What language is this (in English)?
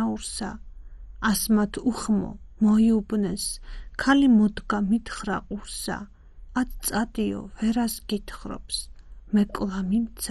Georgian